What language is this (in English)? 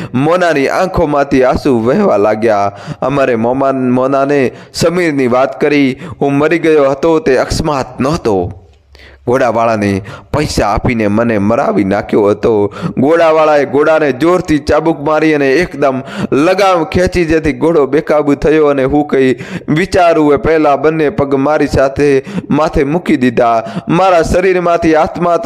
Gujarati